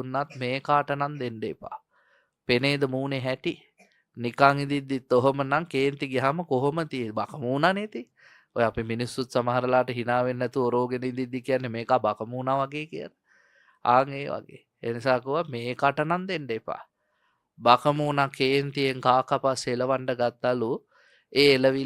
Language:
Sinhala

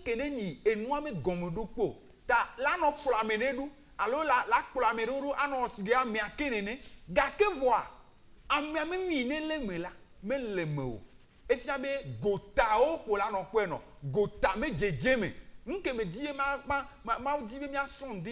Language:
Ewe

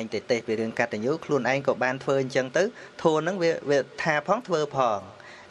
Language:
Khmer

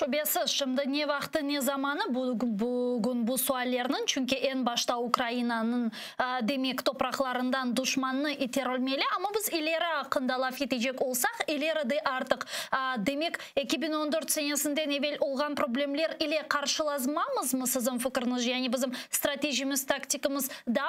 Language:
Crimean Tatar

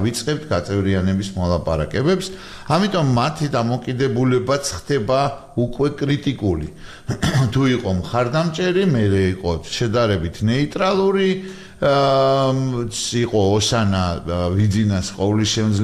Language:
Georgian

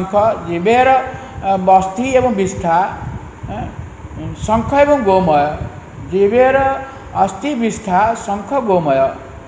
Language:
Odia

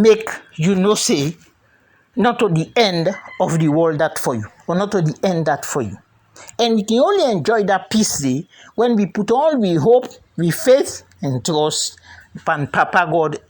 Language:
Krio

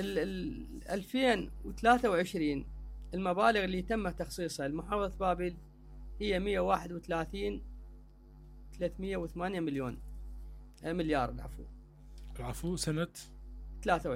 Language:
Mesopotamian Arabic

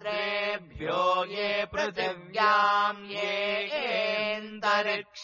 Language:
Sanskrit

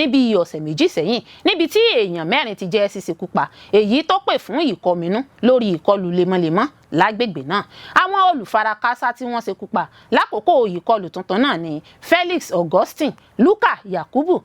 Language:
Yoruba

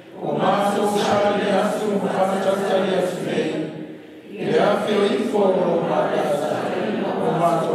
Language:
Samoan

